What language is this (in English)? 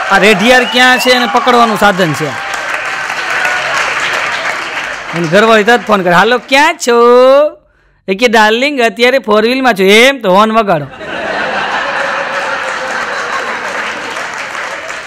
Gujarati